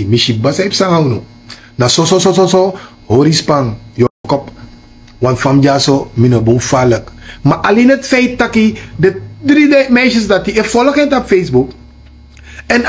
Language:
Sranan Tongo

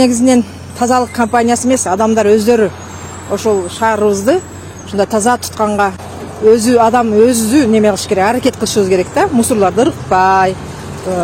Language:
Kyrgyz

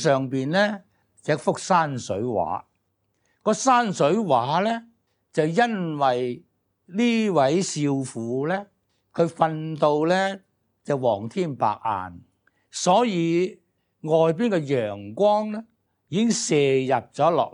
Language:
Cantonese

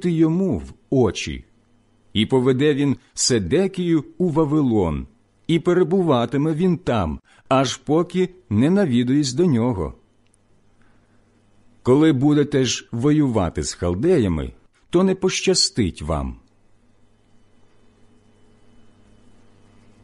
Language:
Ukrainian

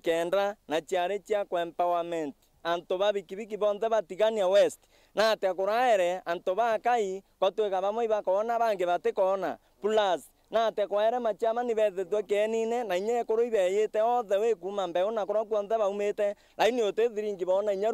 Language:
Meru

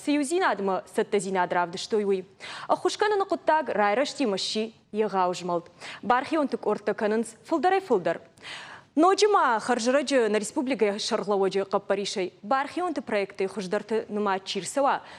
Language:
Ossetic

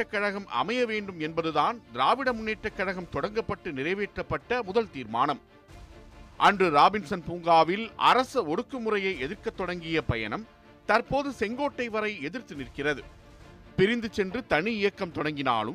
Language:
Tamil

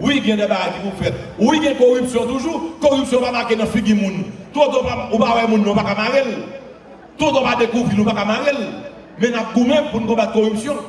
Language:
Haitian Creole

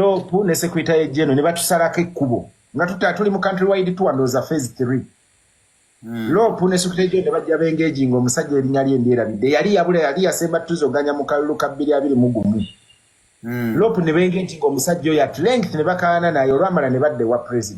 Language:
Ganda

